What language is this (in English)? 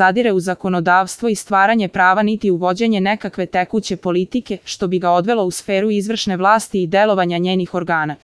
Serbian